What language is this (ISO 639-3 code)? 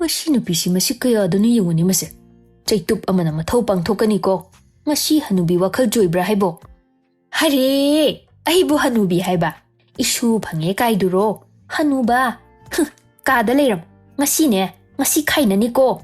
mni